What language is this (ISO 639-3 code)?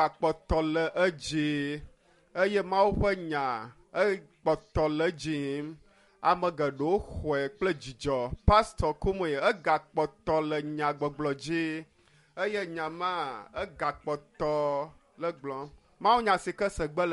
ewe